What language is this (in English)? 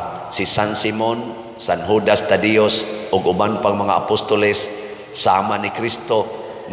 Cebuano